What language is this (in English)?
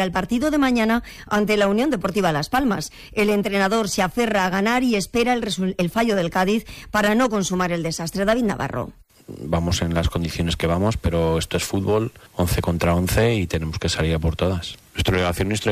Spanish